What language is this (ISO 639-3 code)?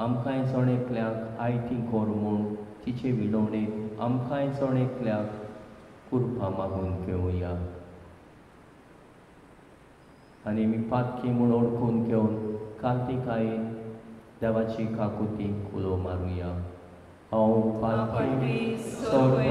kok